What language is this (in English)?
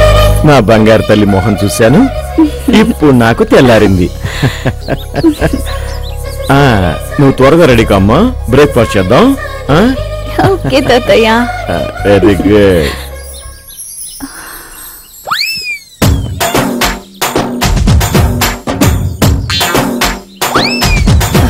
Telugu